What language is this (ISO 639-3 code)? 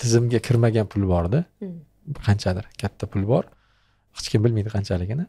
uzb